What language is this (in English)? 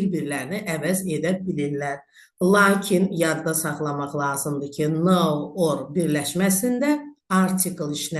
Azerbaijani